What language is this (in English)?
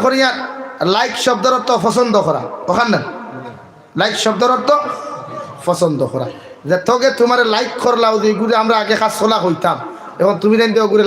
Sylheti